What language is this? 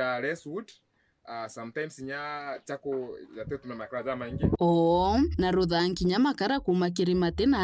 Meru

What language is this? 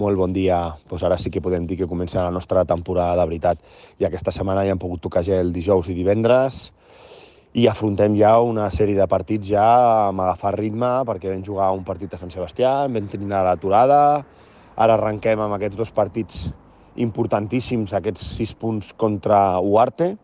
Catalan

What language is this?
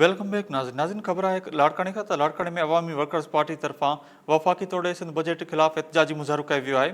Sindhi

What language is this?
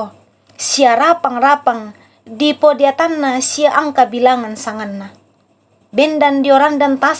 Toraja-Sa'dan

